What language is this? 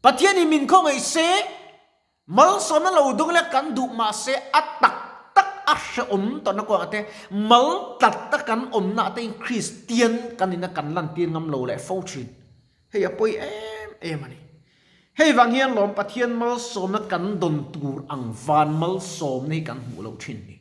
Mizo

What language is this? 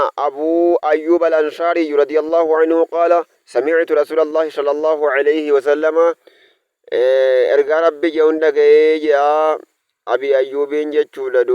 Oromo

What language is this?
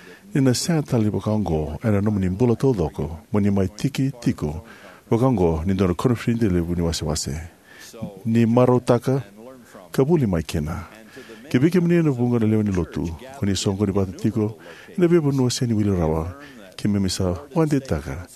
Fijian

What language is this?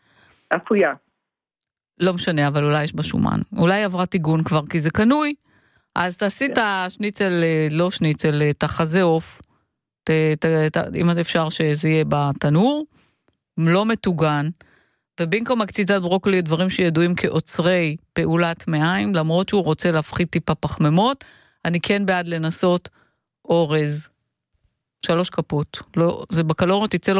Hebrew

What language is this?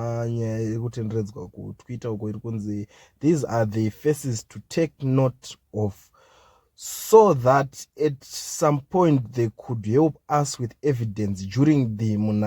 Shona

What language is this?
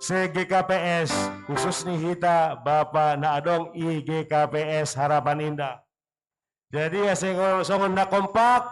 Batak Simalungun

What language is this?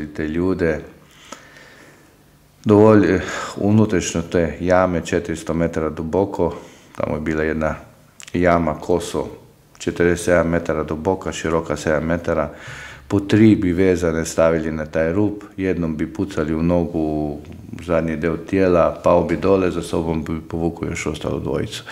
Croatian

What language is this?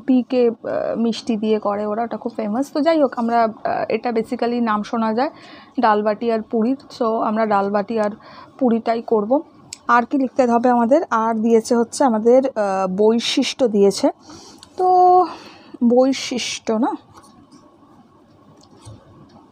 Bangla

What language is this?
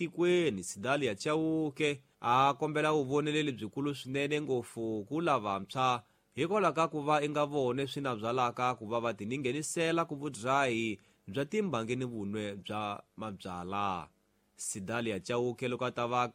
Tsonga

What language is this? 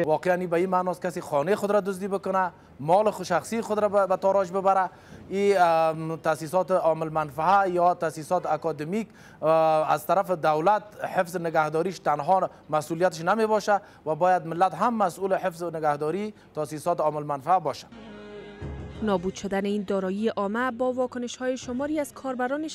Persian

